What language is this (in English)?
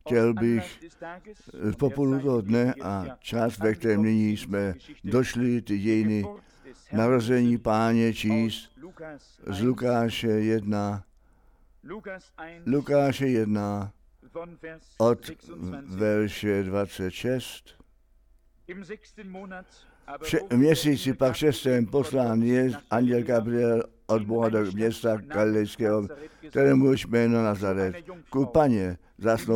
Czech